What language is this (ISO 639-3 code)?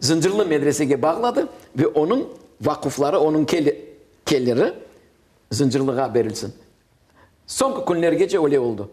crh